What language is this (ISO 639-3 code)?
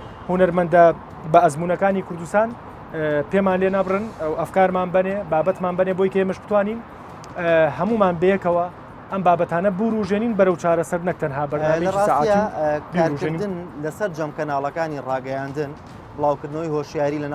ckb